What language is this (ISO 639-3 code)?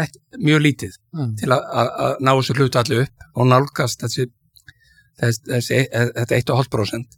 isl